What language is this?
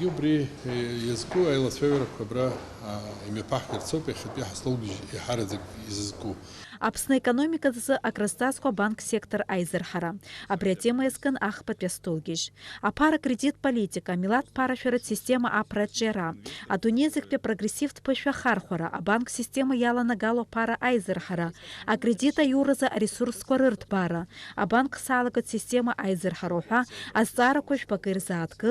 Abkhazian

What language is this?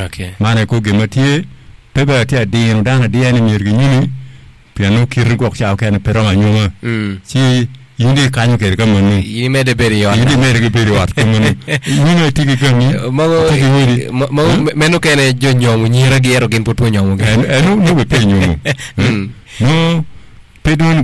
Acoli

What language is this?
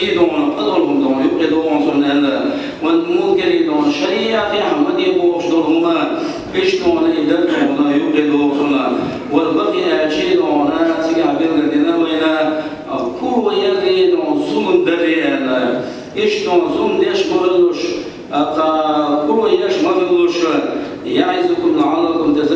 Chechen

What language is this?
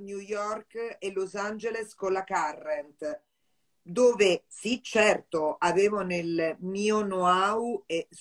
Italian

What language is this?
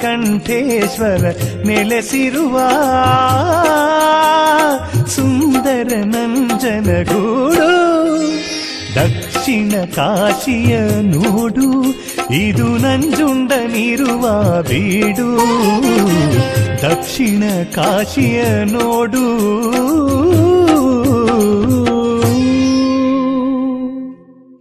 Kannada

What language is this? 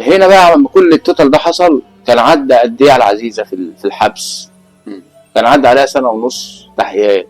Egyptian Arabic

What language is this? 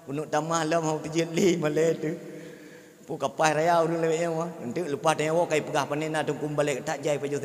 Achinese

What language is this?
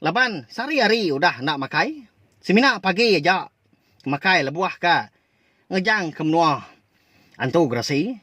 Iban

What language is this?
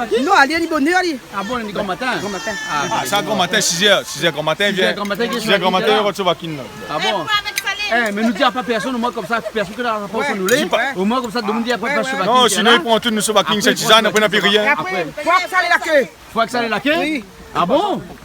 Réunion Creole French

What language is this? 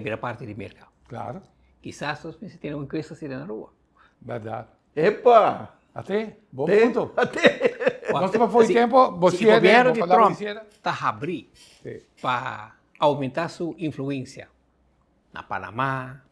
Papiamento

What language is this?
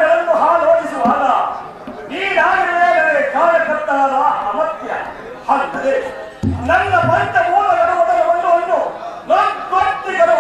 Kannada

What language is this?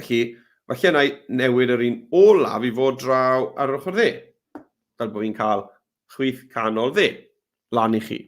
Welsh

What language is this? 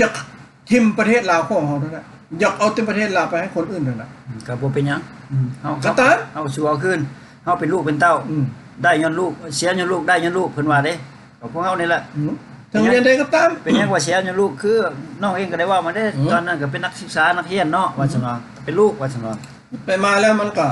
Lao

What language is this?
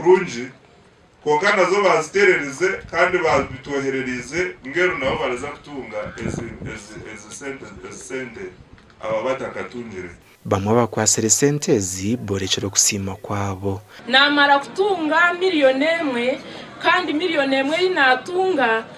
Nyankole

